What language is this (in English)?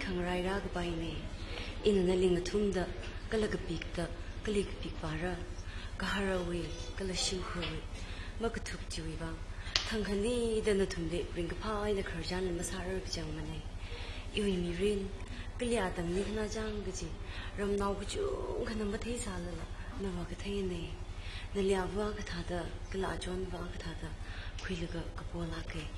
Tangkhul Naga (India)